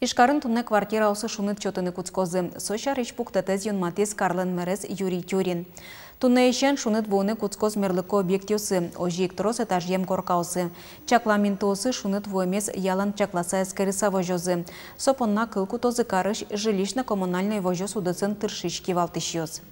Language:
Udmurt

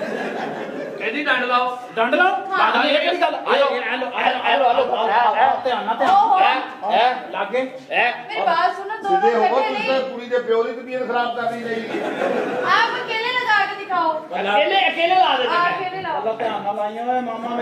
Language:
Punjabi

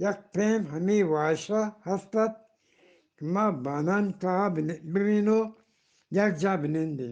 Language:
Eastern Balochi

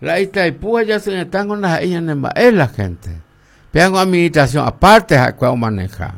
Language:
Guarani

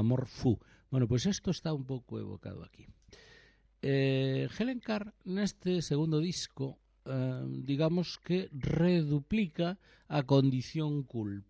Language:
Galician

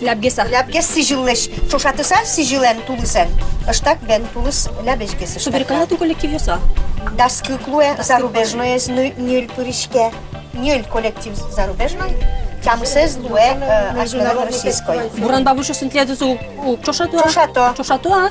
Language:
Udmurt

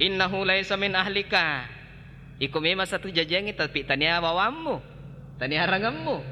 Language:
Buginese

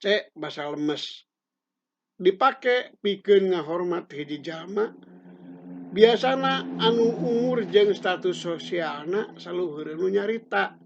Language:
Sundanese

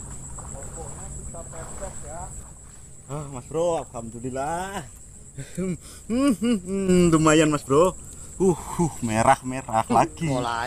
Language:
Indonesian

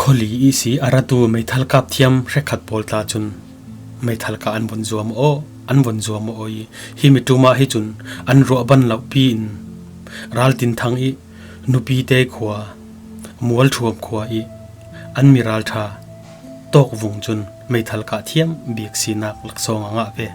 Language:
Falam Chin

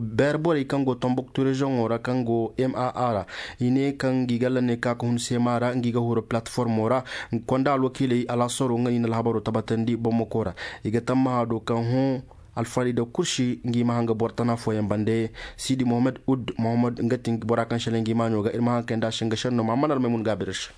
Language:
Zarma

